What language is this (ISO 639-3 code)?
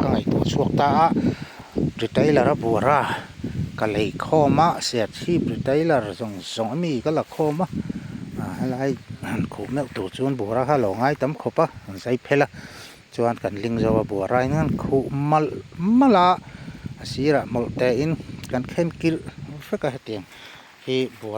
lus